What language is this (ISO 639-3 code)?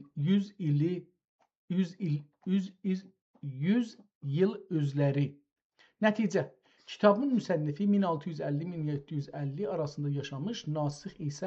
azb